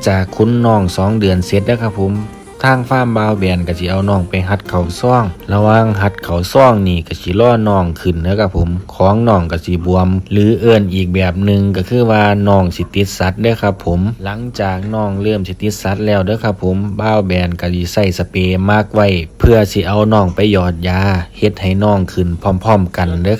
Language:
Northeastern Thai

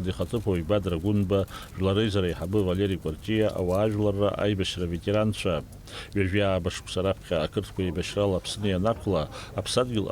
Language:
Abkhazian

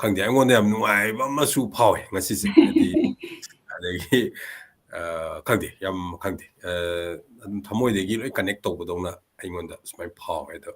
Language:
Manipuri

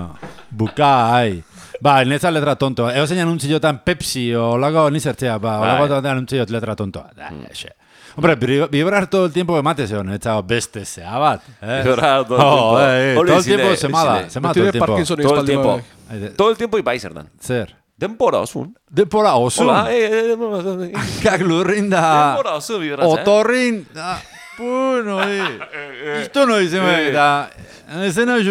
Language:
Basque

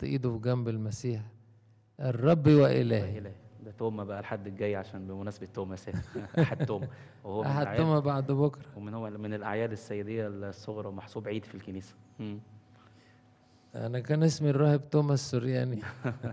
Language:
Egyptian Arabic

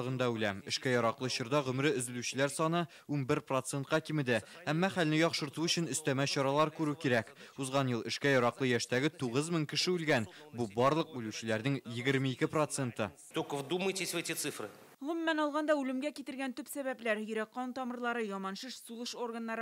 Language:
Tatar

